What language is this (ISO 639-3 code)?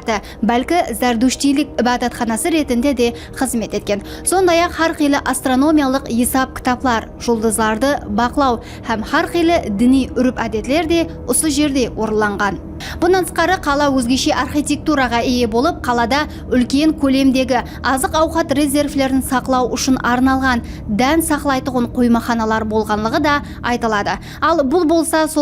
kaa